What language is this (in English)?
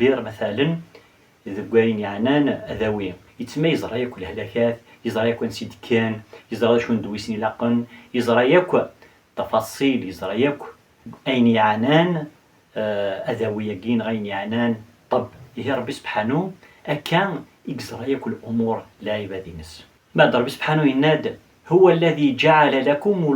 Kabyle